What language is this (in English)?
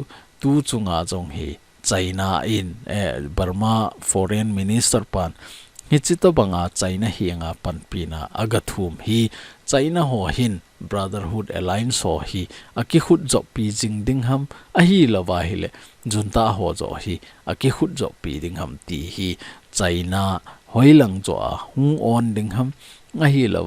Thado Chin